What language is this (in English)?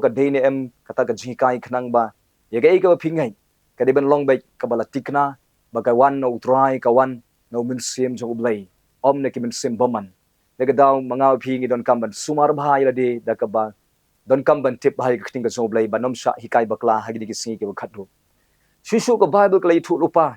Khasi